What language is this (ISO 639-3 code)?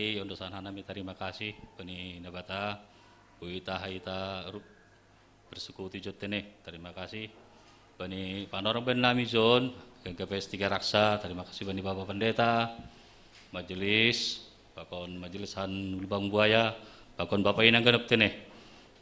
bts